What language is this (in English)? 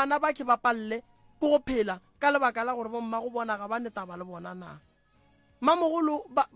Northern Sotho